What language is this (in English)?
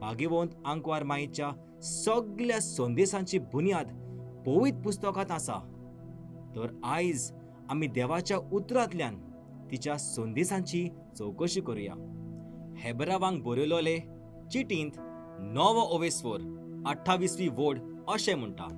Konkani